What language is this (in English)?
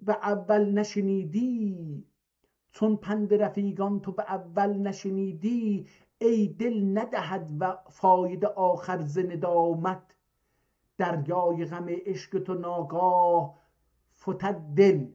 South Azerbaijani